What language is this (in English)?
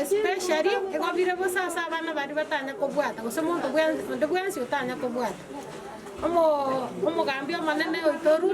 Gusii